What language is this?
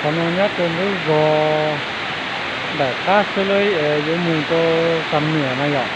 Hmong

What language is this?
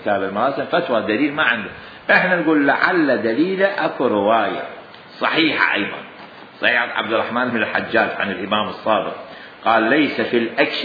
Mesopotamian Arabic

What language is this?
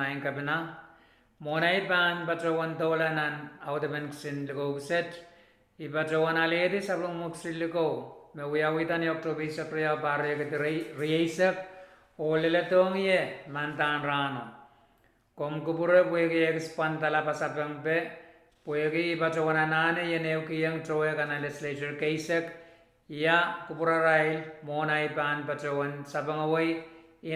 Pohnpeian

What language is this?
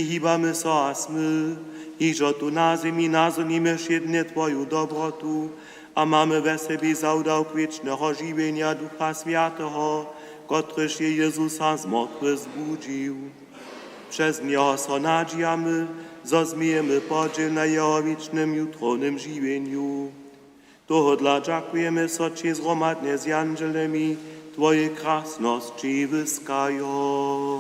Upper Sorbian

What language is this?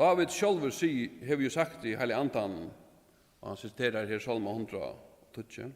Faroese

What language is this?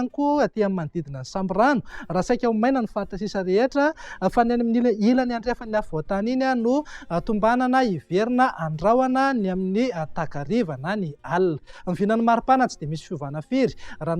Malagasy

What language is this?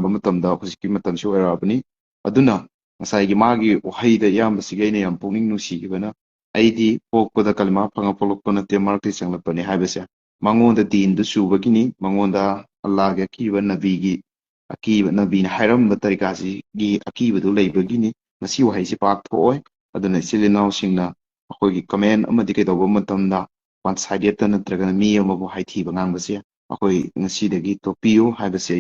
Manipuri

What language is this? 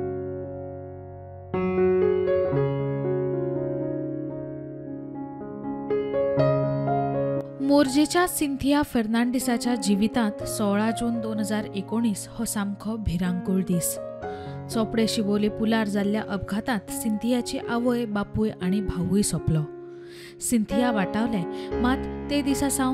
Konkani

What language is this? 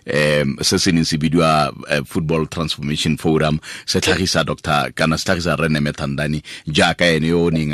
Tswana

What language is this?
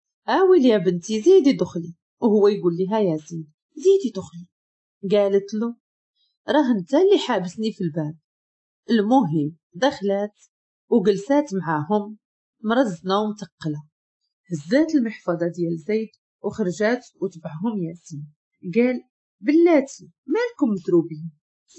Moroccan Arabic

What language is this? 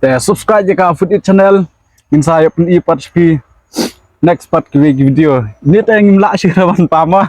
Khasi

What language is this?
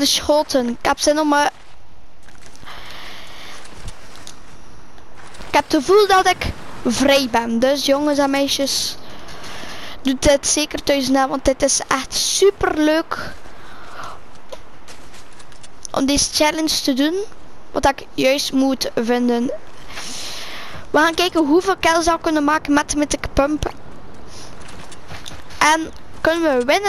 Dutch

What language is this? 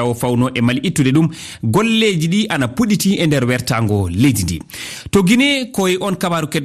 Fula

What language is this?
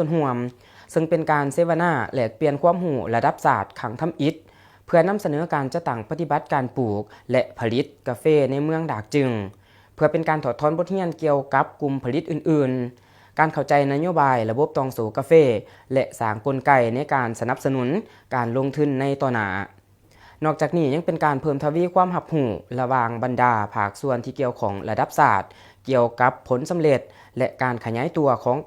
Lao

